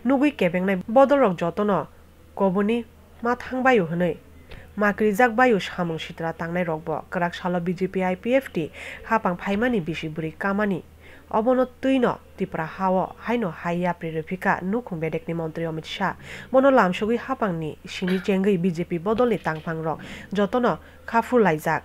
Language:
Kok Borok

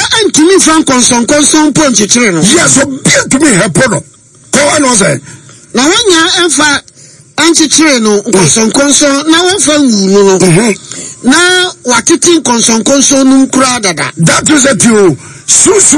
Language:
Akan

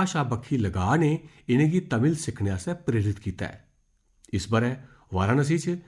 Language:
Dogri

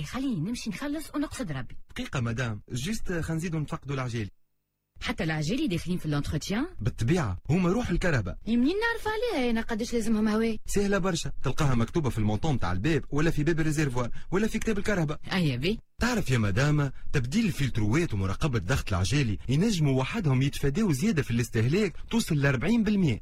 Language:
Tunisian Arabic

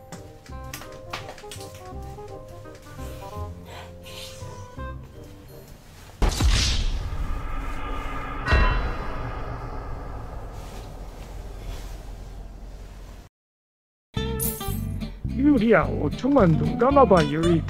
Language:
Korean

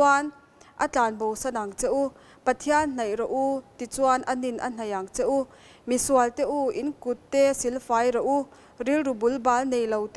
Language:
Mizo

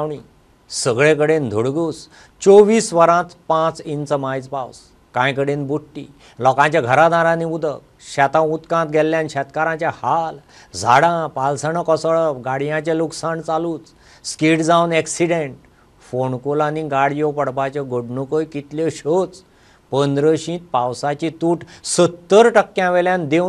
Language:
Konkani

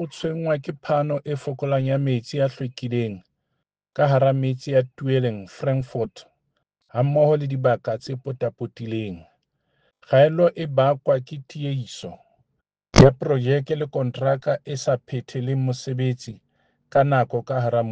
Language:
Southern Sotho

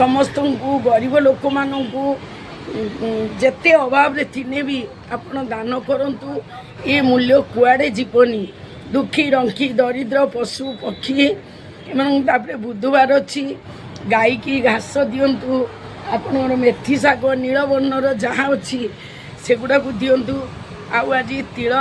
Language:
Odia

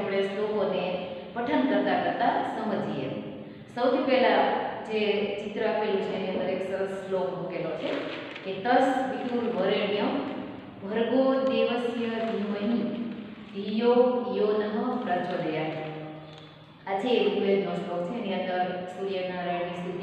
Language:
Gujarati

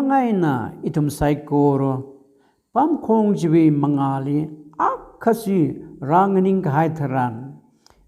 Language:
Tangkhul Naga (India)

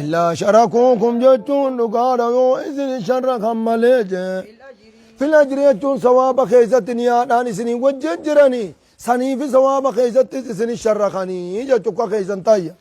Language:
Oromo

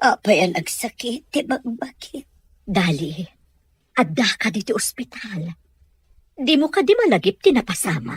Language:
Iloko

